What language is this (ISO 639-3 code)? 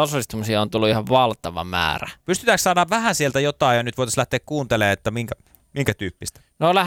fin